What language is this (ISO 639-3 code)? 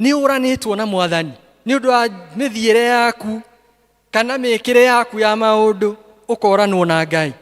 kik